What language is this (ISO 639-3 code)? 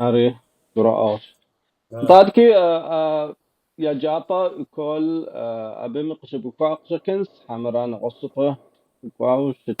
kbd